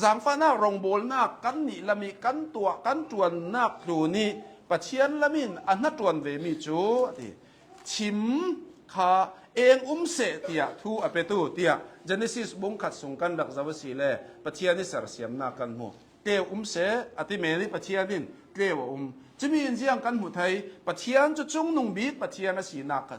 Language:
Hakha Chin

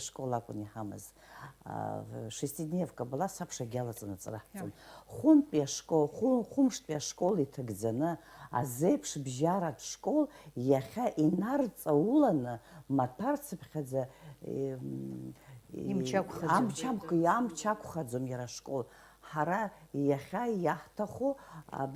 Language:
Abkhazian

